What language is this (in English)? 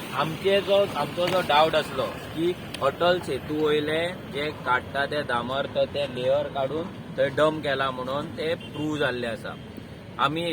Konkani